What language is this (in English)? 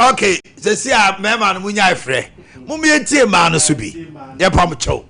Akan